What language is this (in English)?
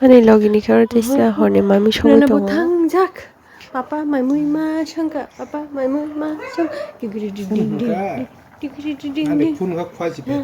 Kok Borok